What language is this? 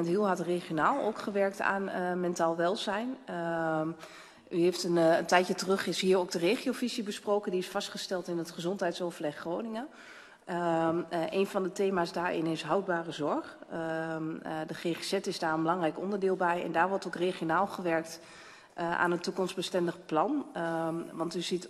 Dutch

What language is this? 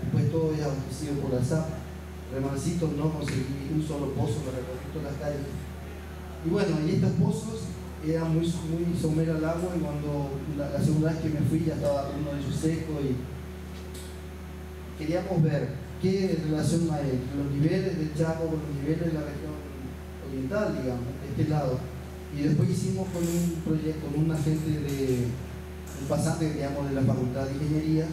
Spanish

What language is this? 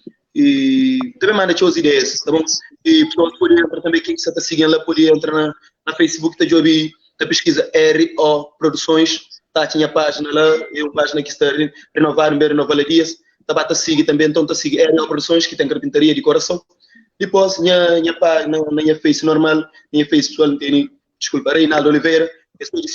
Kabuverdianu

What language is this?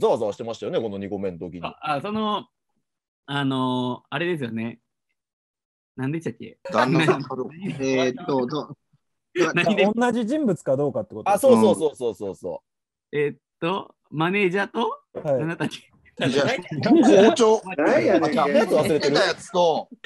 Japanese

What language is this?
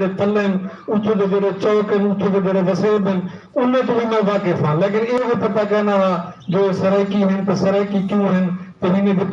Saraiki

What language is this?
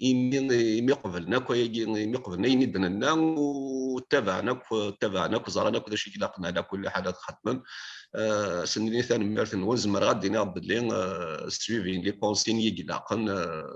Kabyle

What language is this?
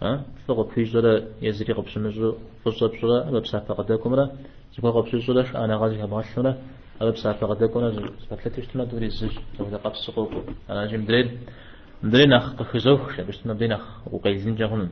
Kabardian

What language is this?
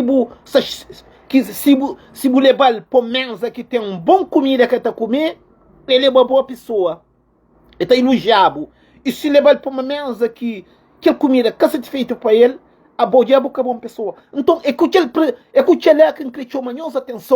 Kabuverdianu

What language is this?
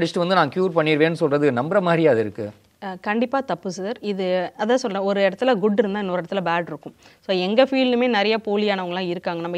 Tamil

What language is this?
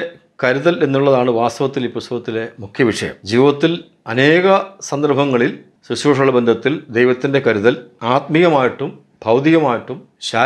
Malayalam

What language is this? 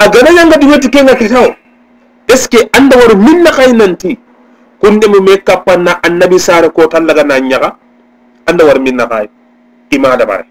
Soninke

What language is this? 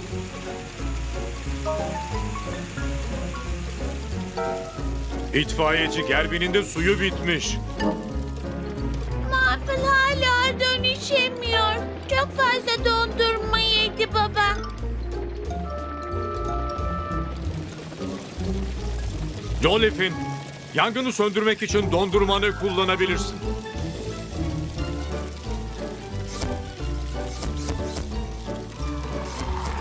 Turkish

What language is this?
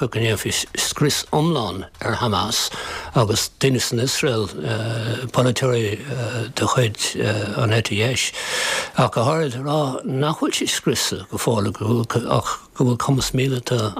Irish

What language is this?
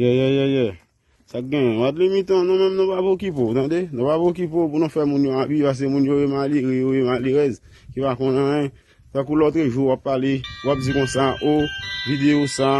Haitian Creole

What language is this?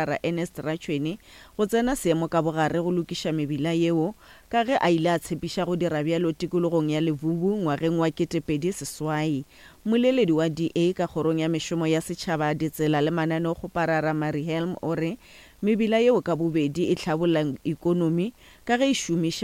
Northern Sotho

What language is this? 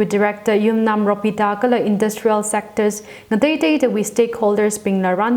Tangkhul Naga (India)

